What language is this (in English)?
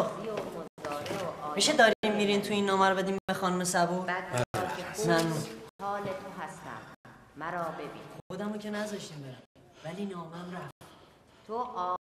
Persian